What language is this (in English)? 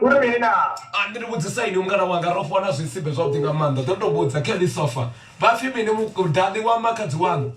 Venda